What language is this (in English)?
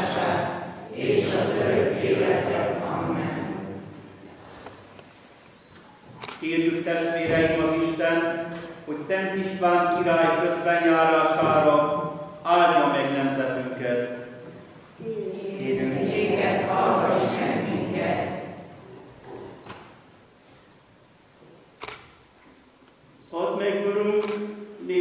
Hungarian